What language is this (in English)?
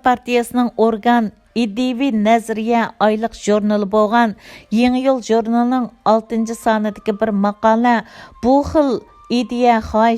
Uyghur